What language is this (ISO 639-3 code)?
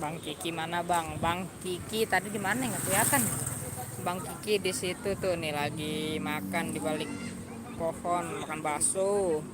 bew